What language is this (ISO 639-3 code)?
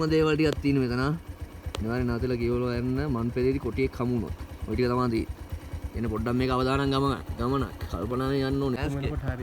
sin